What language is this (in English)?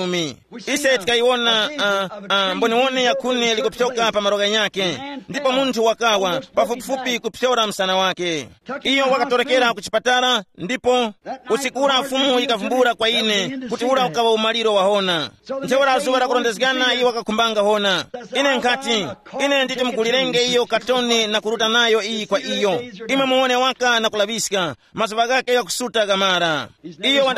Tumbuka